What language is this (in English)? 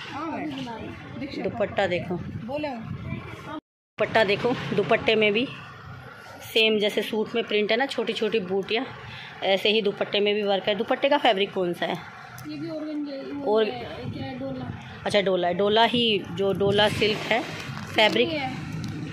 Hindi